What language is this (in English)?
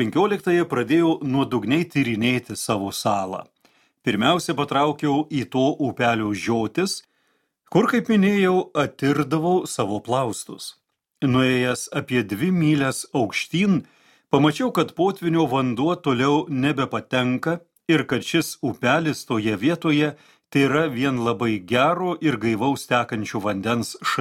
Lithuanian